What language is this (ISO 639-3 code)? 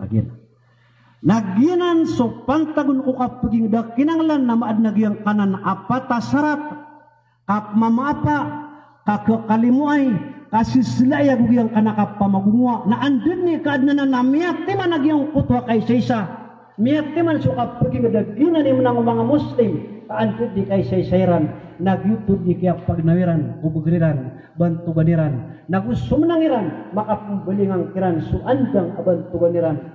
mrw